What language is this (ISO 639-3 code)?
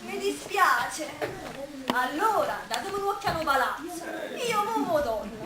nap